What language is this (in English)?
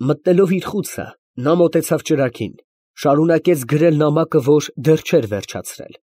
Armenian